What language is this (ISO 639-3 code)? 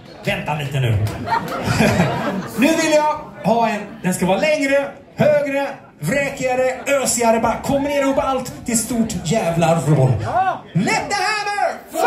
swe